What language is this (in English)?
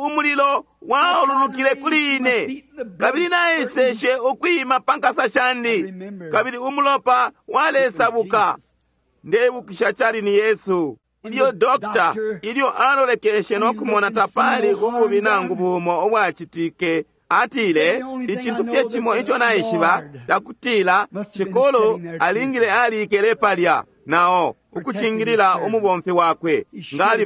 Bemba